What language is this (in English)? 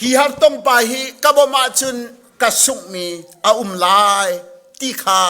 Hakha Chin